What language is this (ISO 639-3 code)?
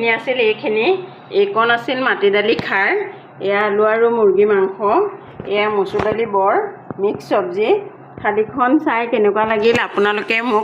asm